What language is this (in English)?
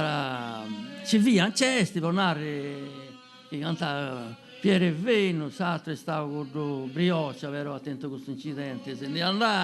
Sardinian